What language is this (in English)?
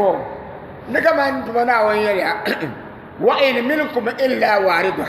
Dagbani